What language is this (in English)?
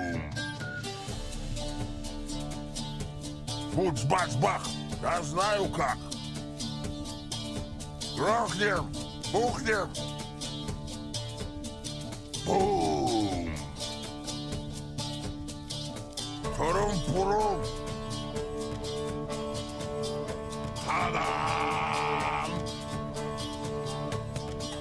Russian